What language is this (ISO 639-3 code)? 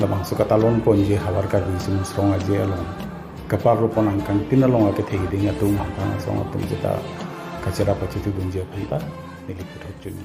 mjw